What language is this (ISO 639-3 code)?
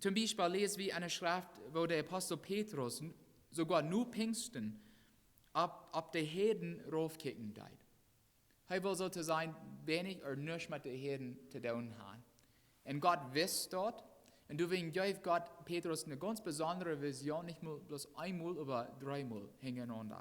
pdt